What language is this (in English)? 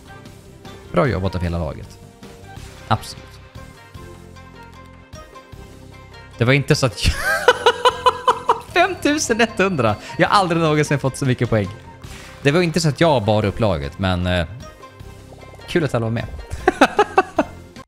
Swedish